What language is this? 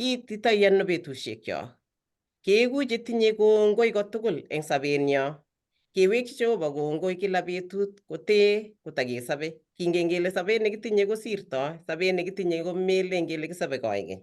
Kalenjin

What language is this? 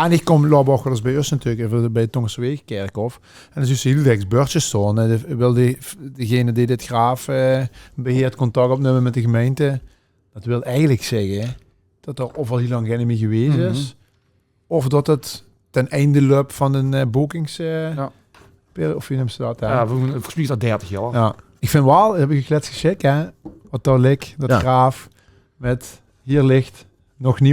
Limburgish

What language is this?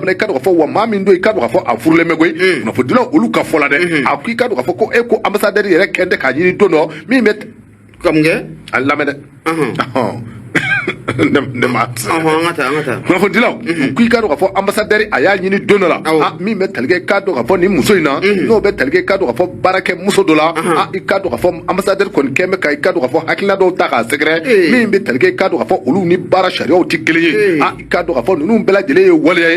Bambara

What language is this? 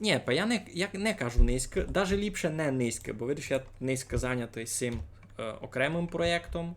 Rusyn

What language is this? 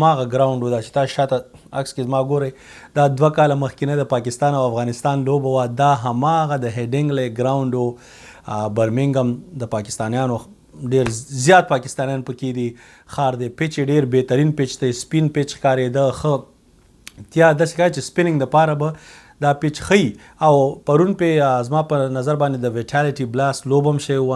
Pashto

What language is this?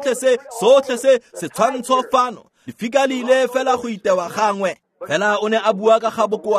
Tswana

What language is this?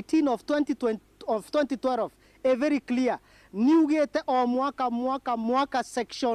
Meru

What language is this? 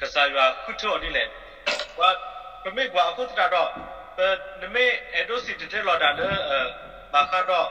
S'gaw Karen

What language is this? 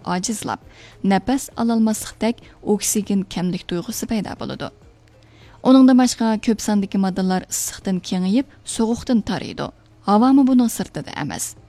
Uyghur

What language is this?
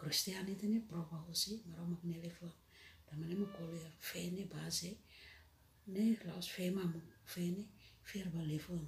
Tetum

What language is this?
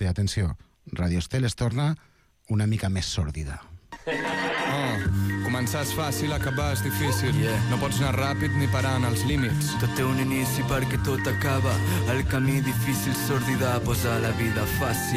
Catalan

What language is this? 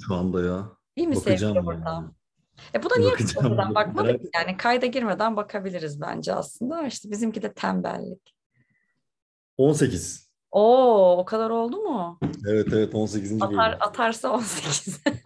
Turkish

